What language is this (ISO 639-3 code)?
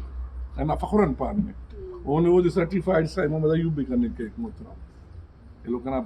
brh